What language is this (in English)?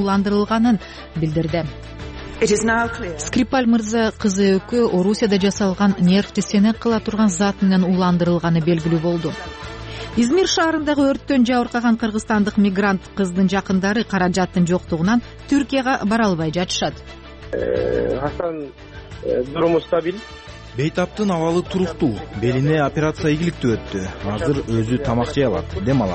Kyrgyz